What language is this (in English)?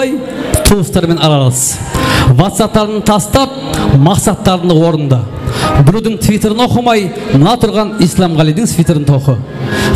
Kara-Kalpak